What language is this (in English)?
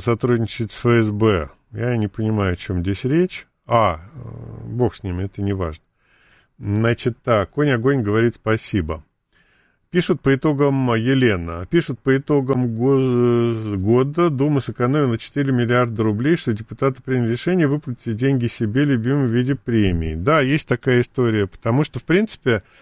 Russian